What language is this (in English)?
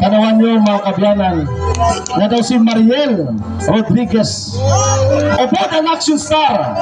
Hiligaynon